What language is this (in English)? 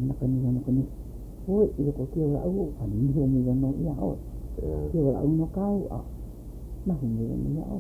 Hawaiian